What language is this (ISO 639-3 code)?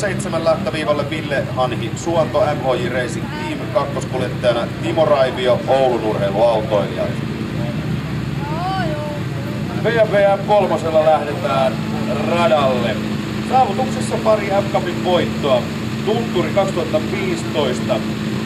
fin